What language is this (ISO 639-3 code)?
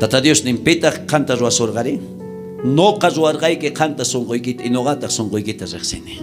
quh